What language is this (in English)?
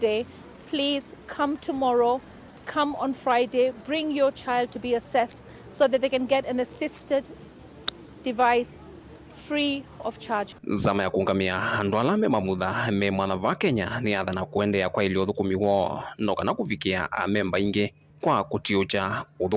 Kamba